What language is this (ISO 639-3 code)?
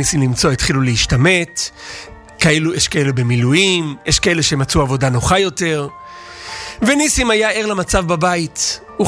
heb